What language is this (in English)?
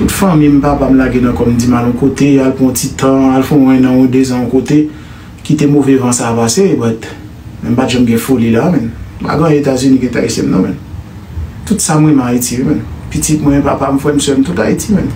Haitian Creole